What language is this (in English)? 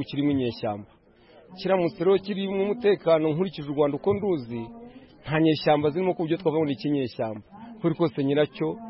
Kinyarwanda